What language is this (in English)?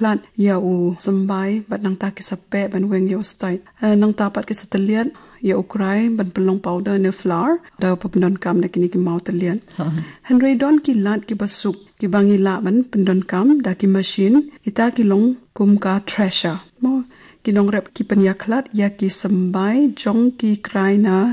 Khasi